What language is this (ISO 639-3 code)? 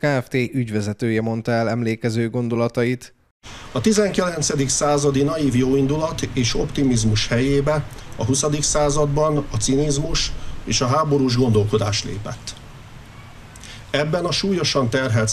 hun